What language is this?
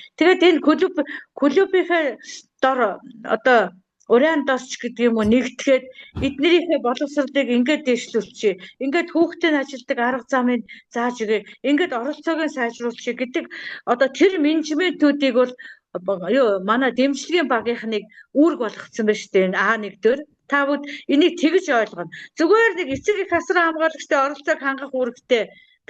Mongolian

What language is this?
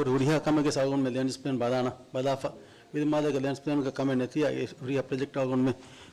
Divehi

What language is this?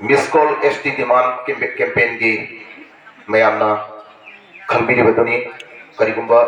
Manipuri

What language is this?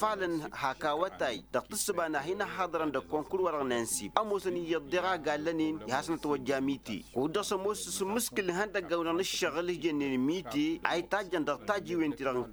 Tamasheq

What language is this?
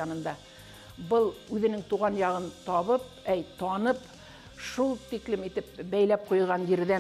Bashkir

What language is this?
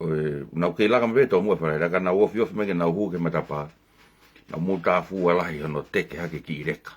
Tongan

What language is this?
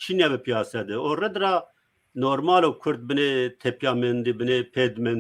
Zaza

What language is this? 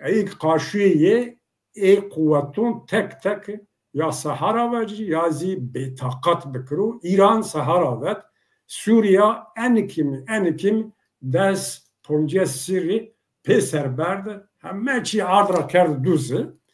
Zaza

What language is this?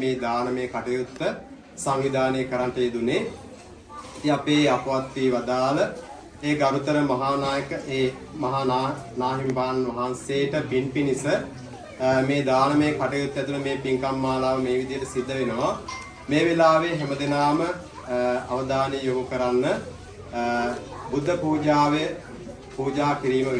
Sinhala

